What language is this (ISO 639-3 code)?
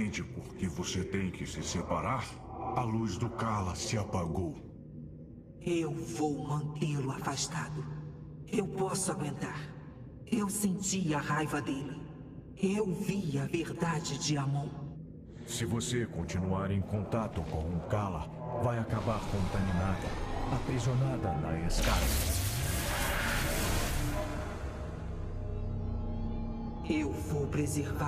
por